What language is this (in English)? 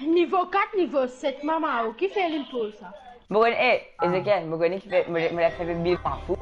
Morisyen